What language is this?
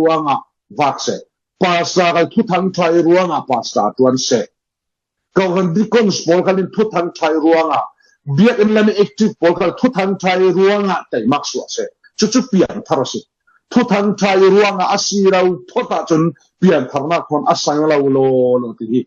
Falam Chin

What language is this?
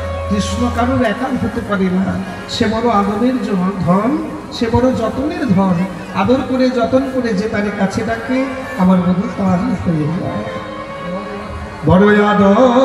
Bangla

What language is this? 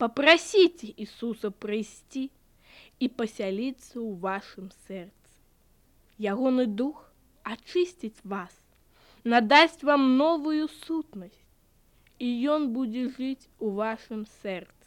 Belarusian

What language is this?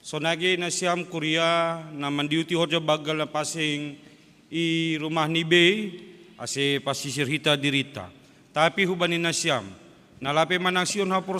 Batak Simalungun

